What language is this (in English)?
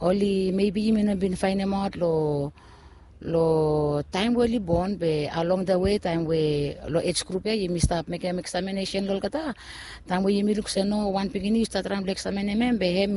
Bislama